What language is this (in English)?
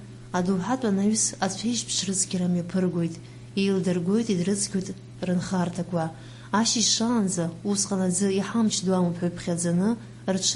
Abkhazian